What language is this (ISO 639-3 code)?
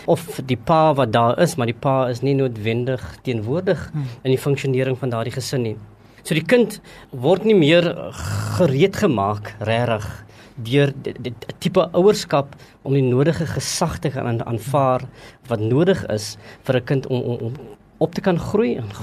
afr